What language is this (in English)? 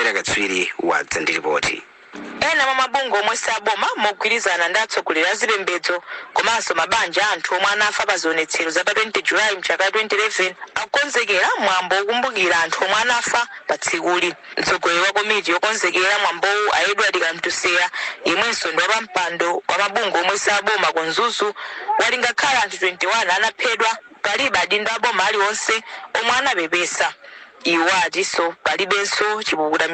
Nyanja